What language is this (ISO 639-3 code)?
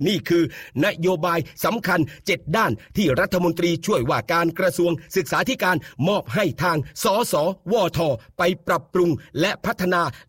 tha